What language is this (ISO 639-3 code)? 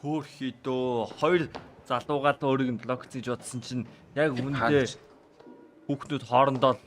mon